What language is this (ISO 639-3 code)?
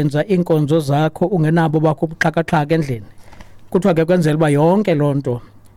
xho